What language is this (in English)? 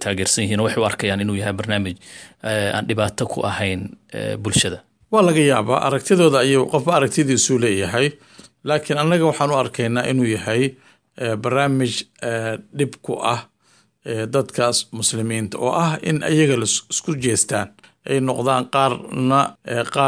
Somali